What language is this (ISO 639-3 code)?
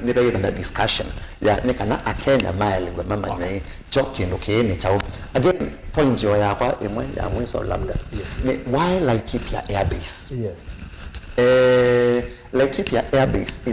kam